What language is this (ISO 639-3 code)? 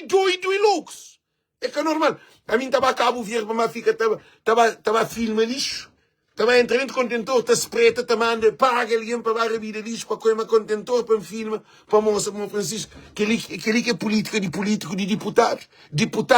kea